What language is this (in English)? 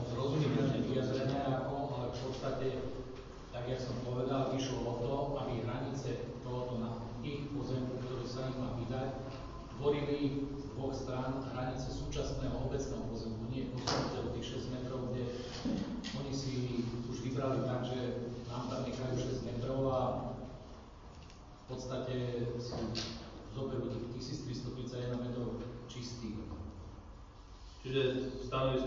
Slovak